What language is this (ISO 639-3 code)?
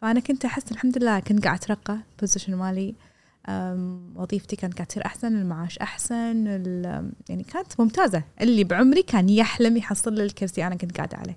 afb